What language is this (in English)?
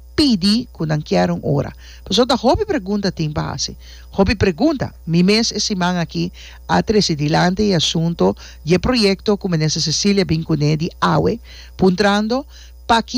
Papiamento